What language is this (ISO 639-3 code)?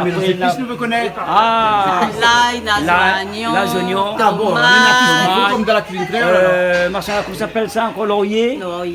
rcf